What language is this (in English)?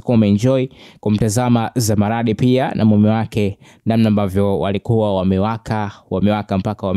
Swahili